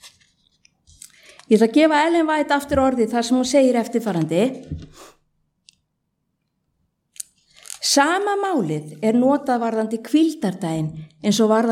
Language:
Icelandic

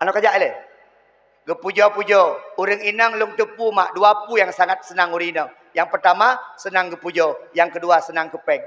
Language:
Achinese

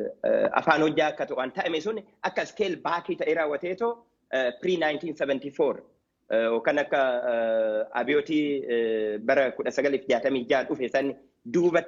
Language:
Oromo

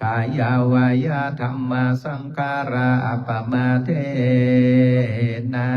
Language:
Pali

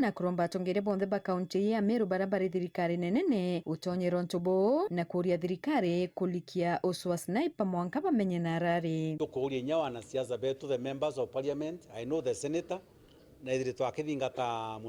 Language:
Meru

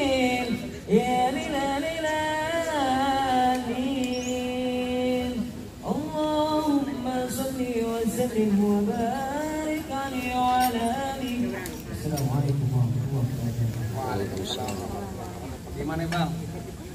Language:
Betawi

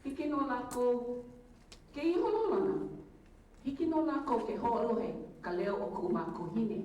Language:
Hawaiian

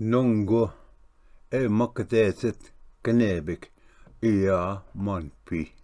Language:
Ojibwa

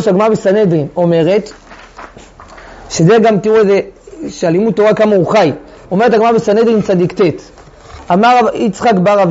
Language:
Hebrew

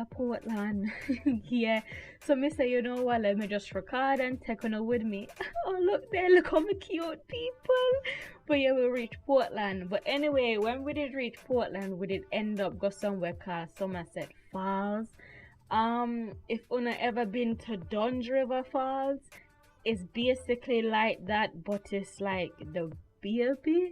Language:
Jamaican Creole English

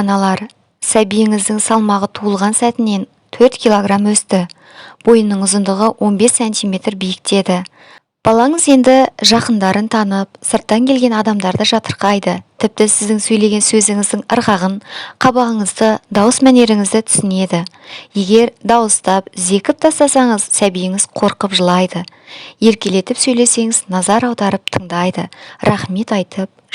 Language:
Kazakh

